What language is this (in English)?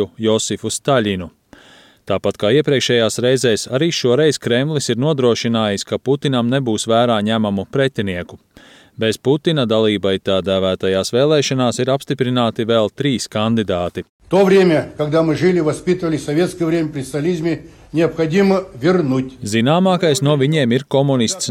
Latvian